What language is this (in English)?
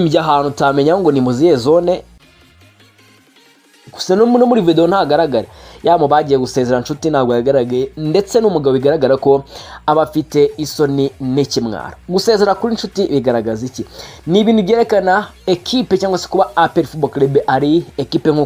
Kinyarwanda